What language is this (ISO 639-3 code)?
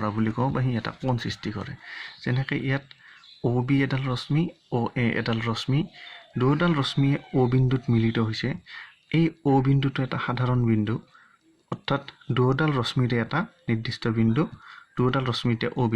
asm